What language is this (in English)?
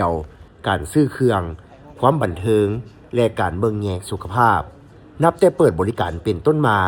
Lao